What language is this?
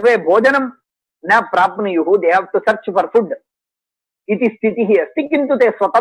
Sanskrit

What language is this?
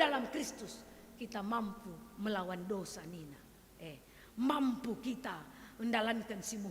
Batak Karo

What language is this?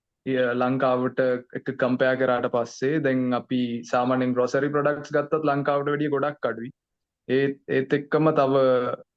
Sinhala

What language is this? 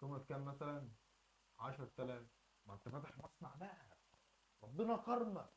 Egyptian Arabic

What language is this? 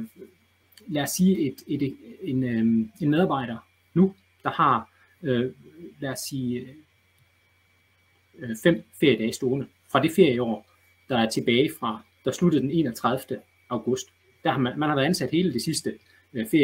Danish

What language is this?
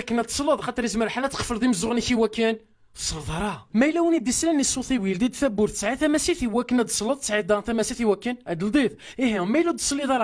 Kabyle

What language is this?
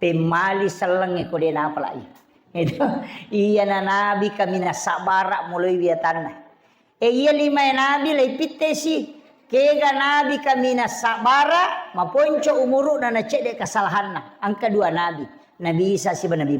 Buginese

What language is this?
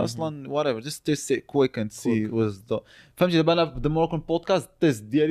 Moroccan Arabic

